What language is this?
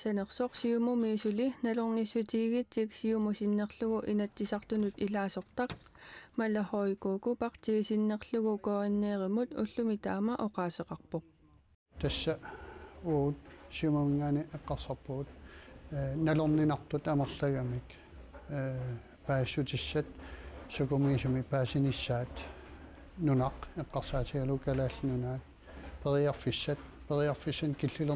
Kalaallisut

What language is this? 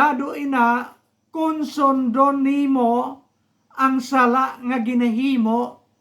Hiligaynon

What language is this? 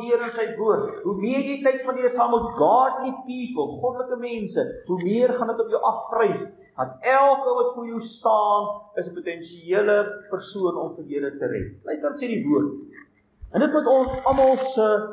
Afrikaans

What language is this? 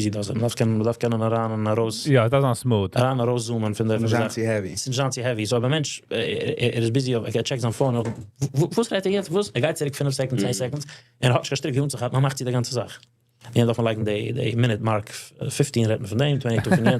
Yiddish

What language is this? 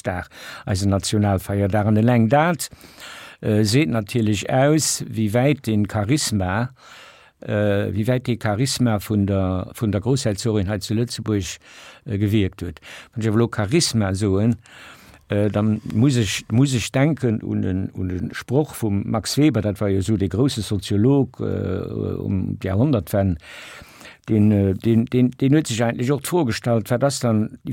Luxembourgish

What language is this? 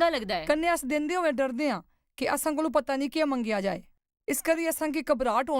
Dogri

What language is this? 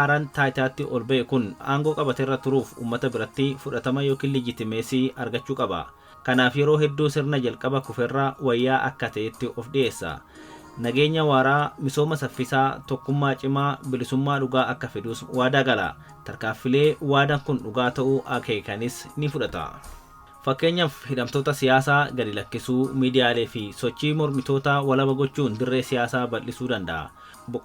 Oromo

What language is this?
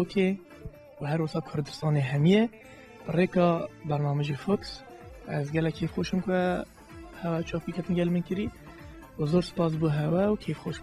Kurdish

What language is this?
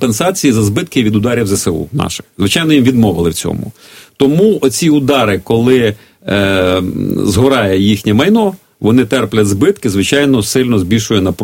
Ukrainian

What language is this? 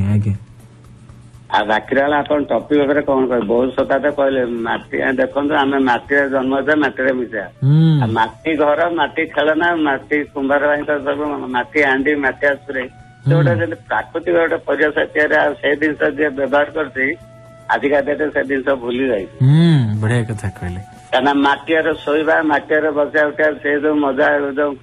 Odia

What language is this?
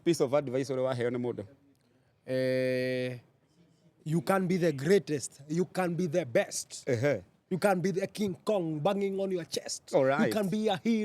Kikuyu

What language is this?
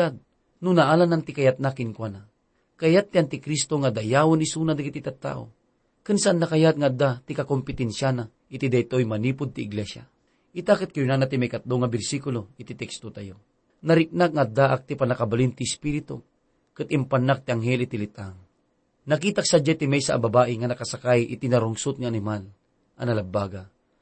Iloko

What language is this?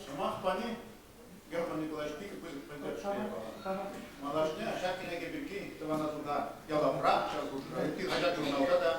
Chuvash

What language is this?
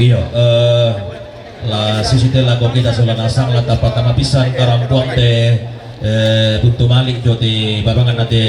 Toraja-Sa'dan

